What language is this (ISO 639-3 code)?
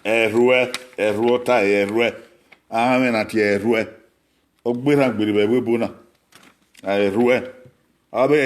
bin